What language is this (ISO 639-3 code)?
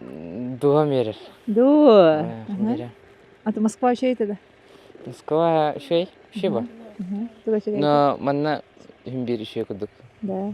sah